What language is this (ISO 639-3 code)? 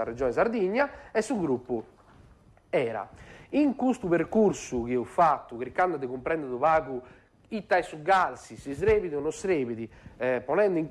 srd